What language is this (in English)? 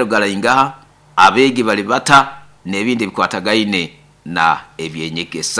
Nyoro